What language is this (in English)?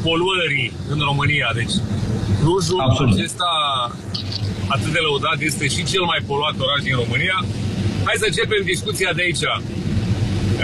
Romanian